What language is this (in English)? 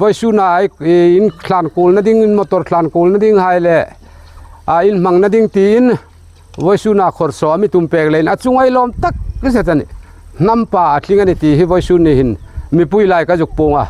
Hmar